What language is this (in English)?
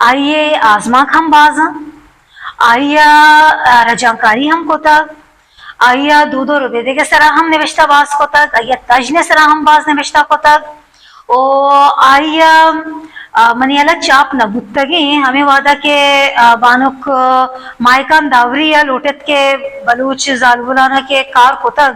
Baluchi